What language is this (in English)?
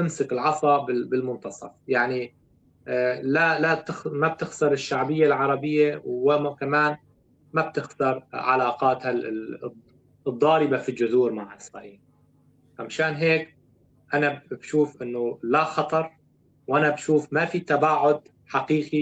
North Levantine Arabic